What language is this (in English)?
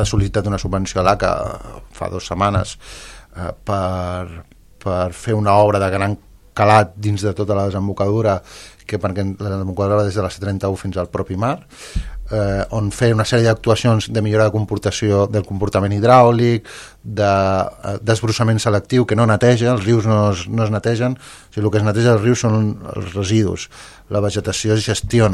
Catalan